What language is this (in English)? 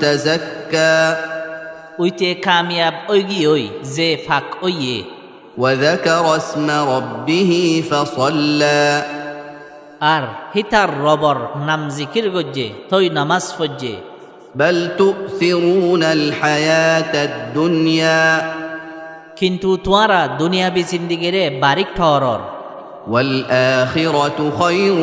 Rohingya